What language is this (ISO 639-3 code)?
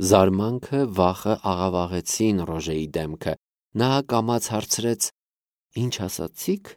hye